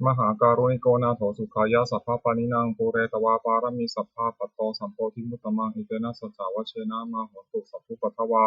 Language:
Pali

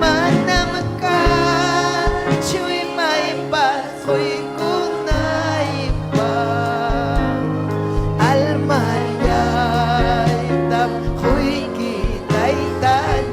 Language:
Ayacucho Quechua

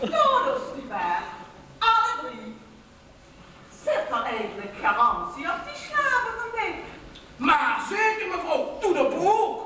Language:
Limburgish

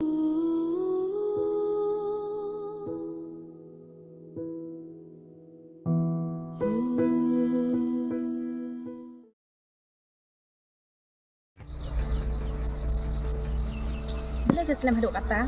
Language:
Khasi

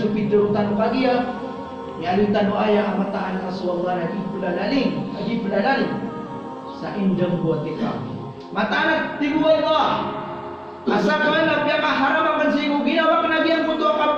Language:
Maranao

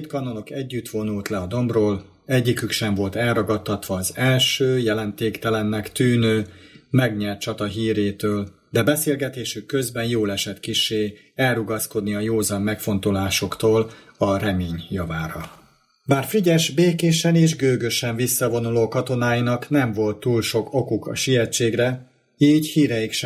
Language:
Hungarian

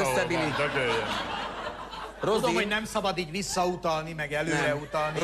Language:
Hungarian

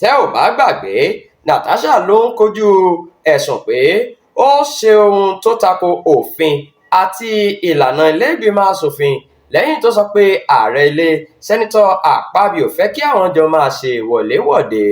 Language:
Yoruba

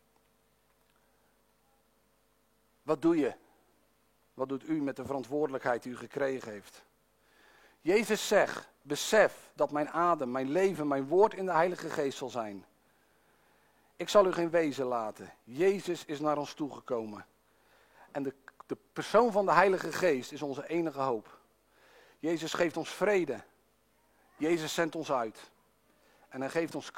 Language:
Dutch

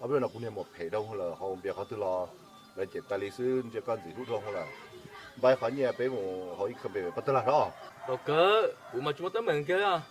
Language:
Hmong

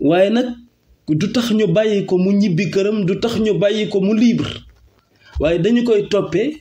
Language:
Wolof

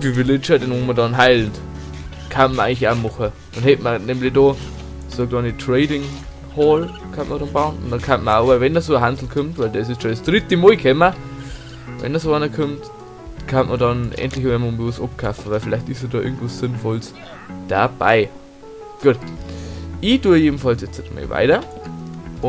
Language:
Bavarian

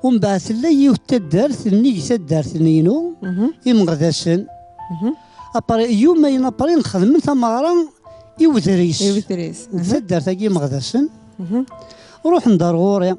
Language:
Kabyle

